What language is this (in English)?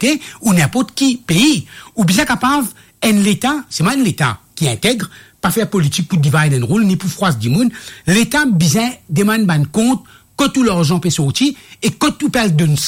Morisyen